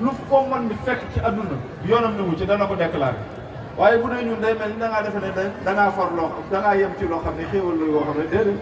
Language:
Wolof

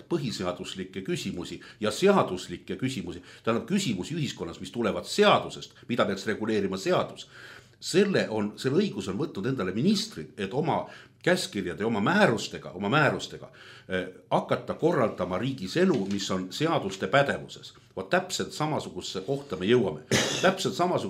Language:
Estonian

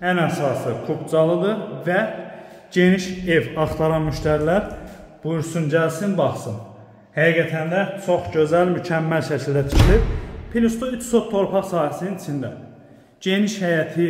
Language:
Azerbaijani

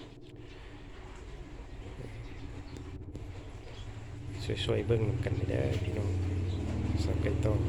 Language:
Lao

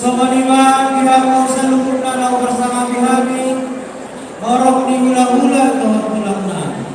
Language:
Batak Toba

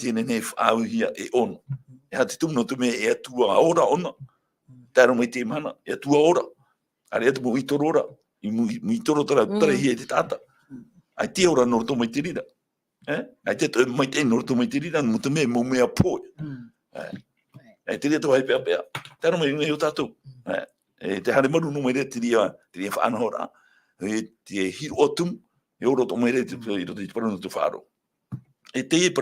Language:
Tahitian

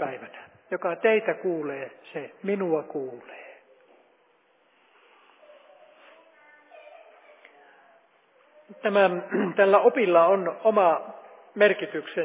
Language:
Finnish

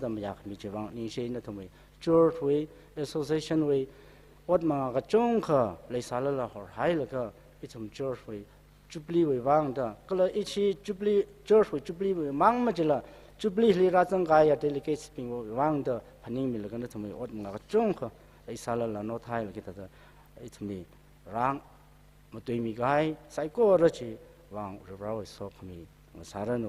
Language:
Tangkhul Naga (India)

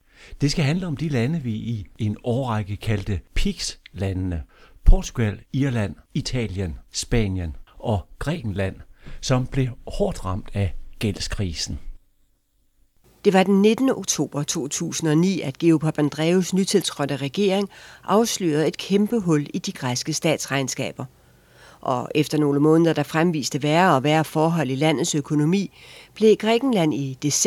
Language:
Danish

